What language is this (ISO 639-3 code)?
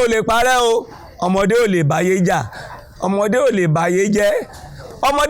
yor